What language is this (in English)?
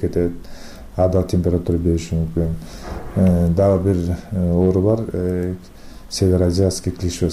Kyrgyz